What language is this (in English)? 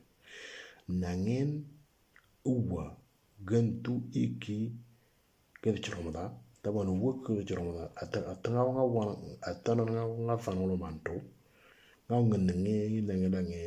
Moro